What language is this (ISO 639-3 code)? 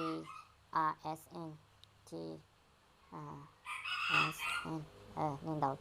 hmn